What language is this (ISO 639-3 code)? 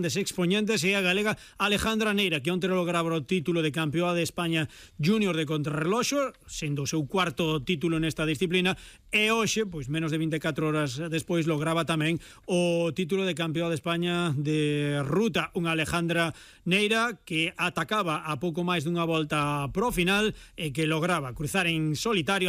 glg